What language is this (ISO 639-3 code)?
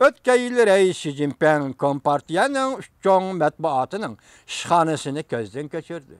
uig